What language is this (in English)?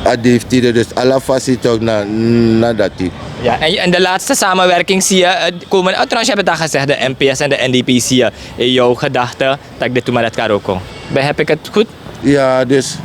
Sranan Tongo